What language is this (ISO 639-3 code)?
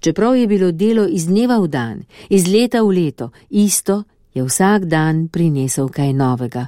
slv